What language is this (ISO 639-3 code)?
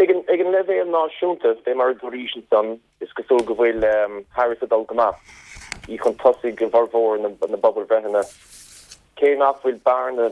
gle